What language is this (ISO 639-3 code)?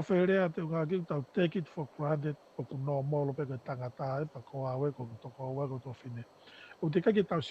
ton